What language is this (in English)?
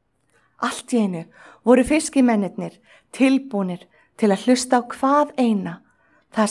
Icelandic